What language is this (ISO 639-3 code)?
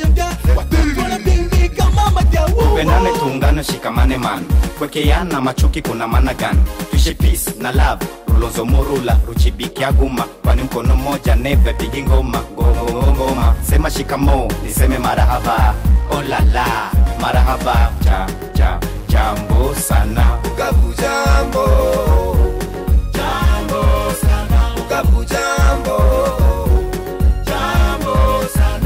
swa